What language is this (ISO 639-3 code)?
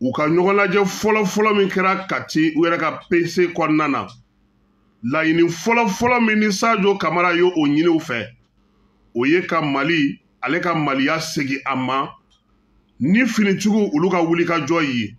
bam